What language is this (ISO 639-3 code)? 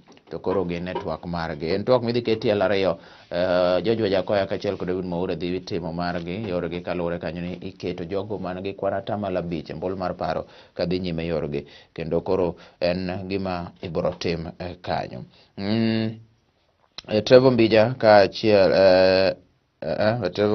luo